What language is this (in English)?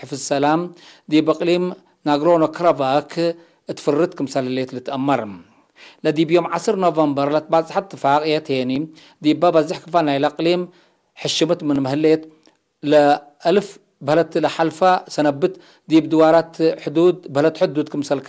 Tigre